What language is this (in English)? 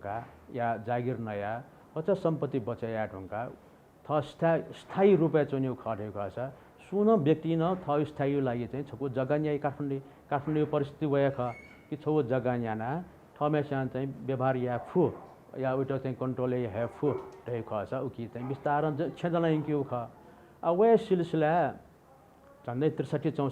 Newari